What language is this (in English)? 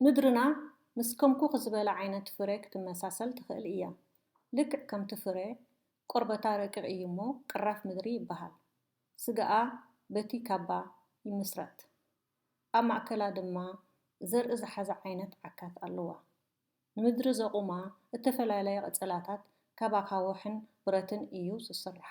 Tigrinya